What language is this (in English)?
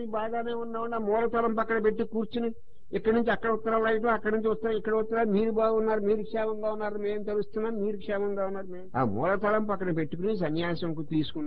Telugu